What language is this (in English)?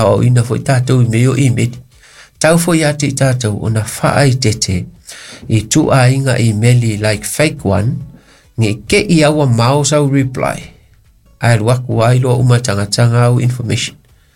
Samoan